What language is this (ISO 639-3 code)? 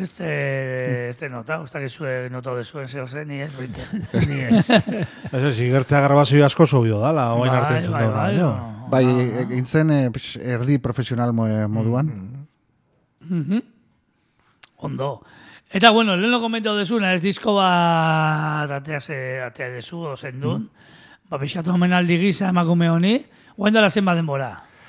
eus